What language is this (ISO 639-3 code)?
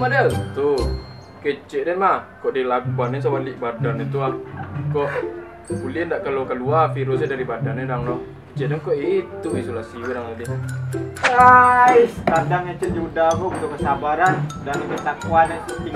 min